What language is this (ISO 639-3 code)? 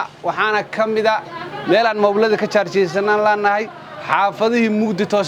som